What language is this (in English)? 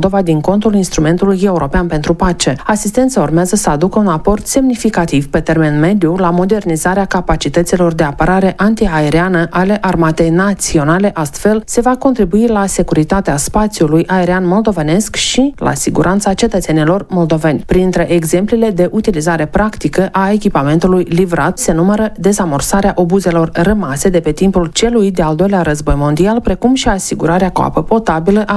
Romanian